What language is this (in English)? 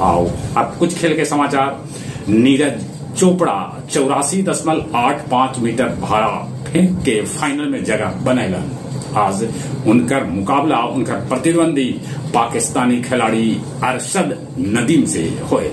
Magahi